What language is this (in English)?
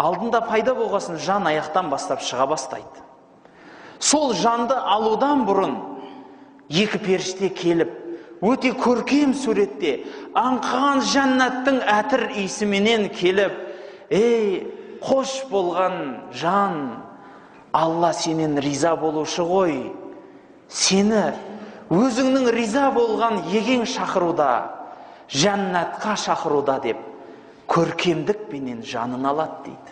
Kazakh